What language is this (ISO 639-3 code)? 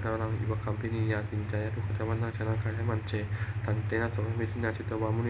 pli